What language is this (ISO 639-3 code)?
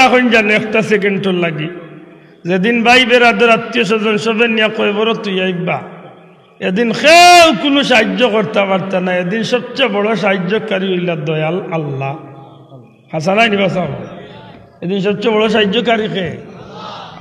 syl